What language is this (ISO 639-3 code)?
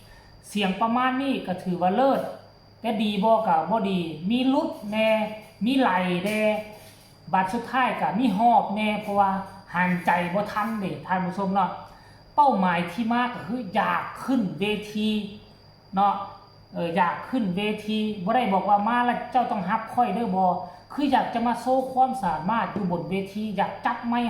tts